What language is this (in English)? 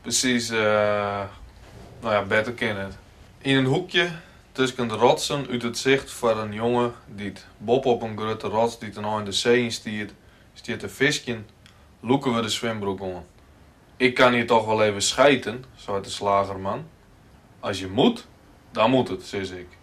Western Frisian